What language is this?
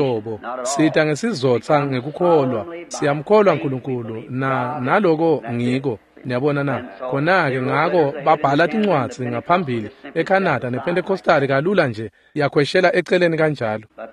Swati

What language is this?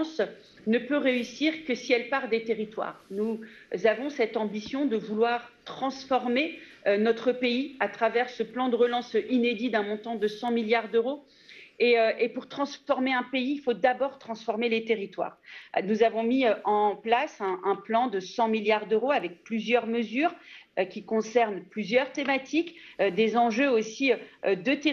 French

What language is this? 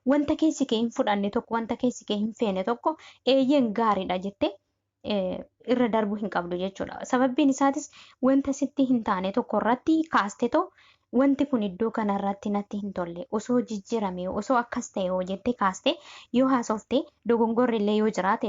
Oromo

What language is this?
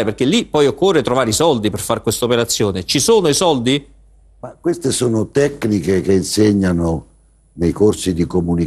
Italian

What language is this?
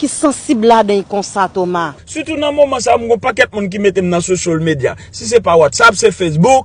Haitian Creole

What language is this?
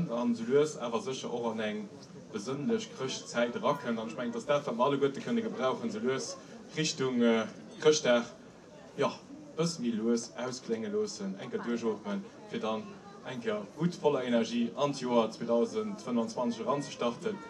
Luxembourgish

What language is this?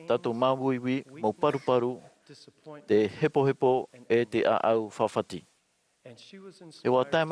Tahitian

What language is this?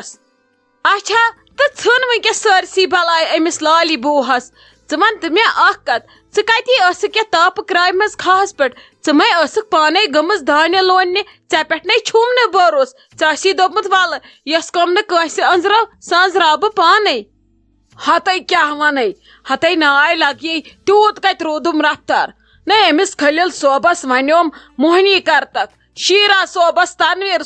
Kashmiri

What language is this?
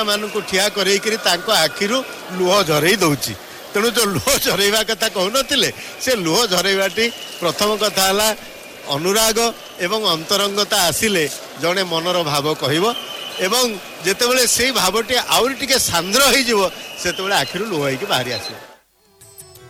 Odia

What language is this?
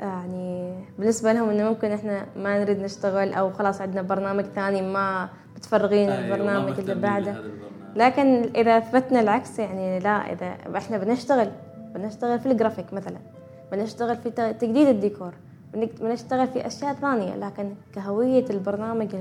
Gulf Arabic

